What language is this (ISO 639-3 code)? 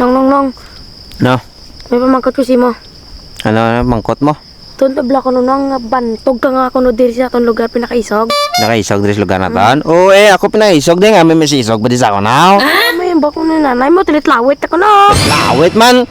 hil